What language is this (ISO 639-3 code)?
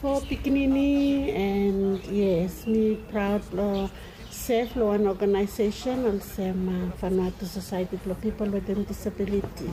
bis